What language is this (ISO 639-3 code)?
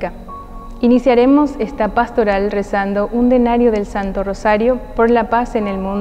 spa